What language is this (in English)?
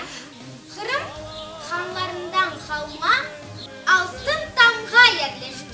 Crimean Tatar